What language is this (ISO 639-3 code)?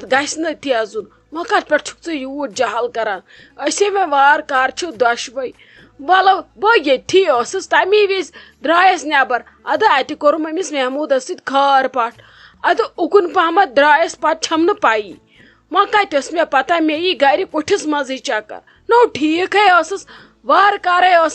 kas